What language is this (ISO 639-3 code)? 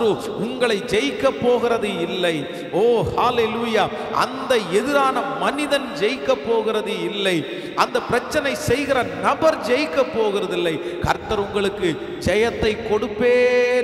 tam